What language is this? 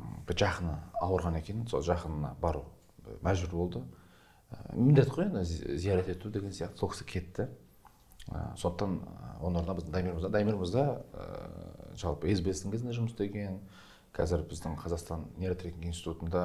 Kazakh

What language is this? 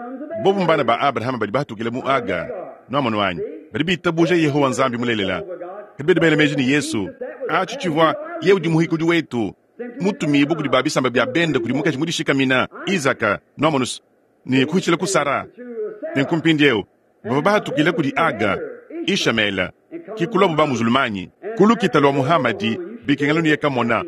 Luba-Lulua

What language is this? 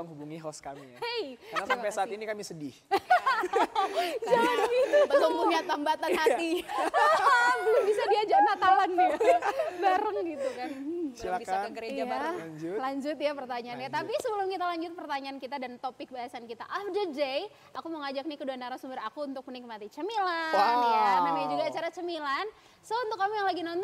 Indonesian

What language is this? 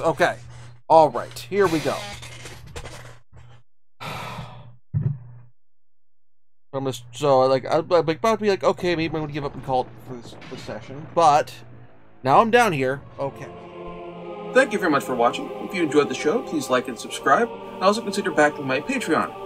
English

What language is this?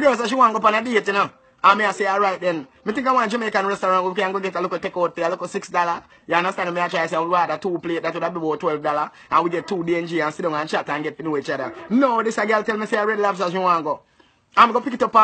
Jamaican Creole English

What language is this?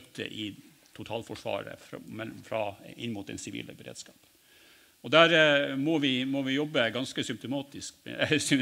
Norwegian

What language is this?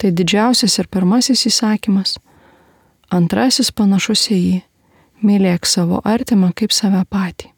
Lithuanian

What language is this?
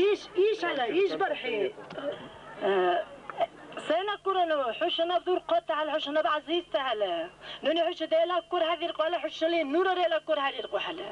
Dargwa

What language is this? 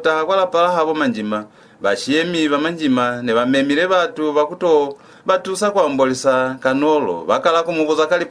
Lozi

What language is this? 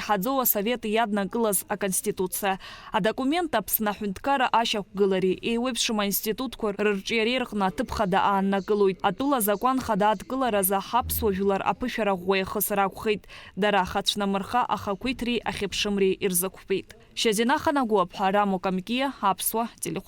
Abkhazian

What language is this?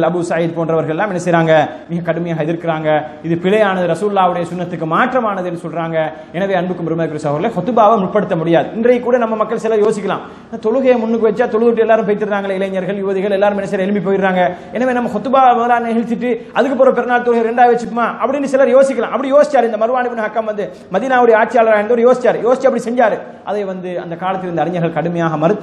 Tamil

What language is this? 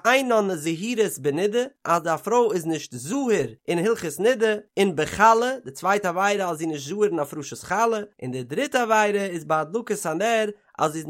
Yiddish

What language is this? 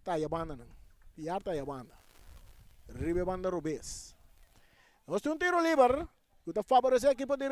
Papiamento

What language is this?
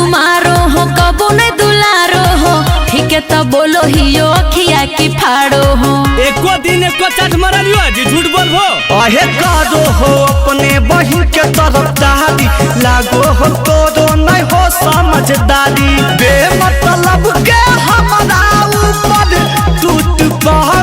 Magahi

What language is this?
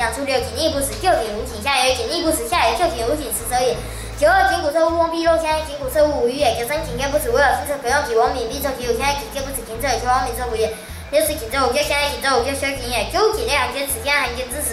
Literary Chinese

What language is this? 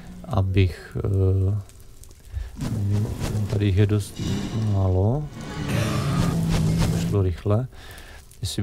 Czech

